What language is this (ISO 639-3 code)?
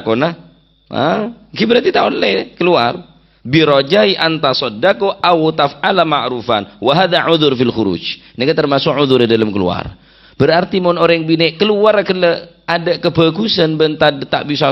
mad